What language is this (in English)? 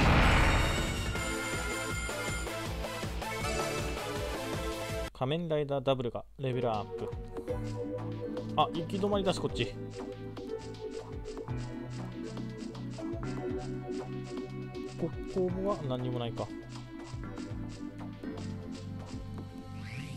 Japanese